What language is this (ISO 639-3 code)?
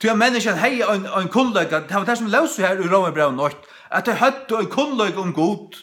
fao